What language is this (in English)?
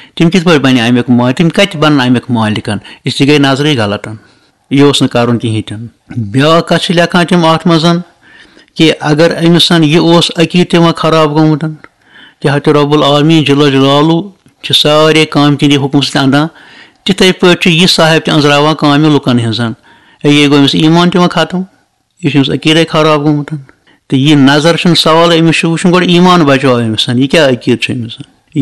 Kashmiri